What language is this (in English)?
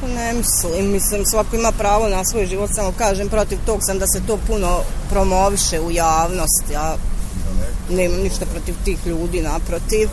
Croatian